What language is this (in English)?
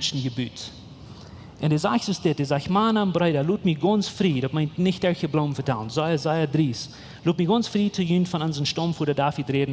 Plautdietsch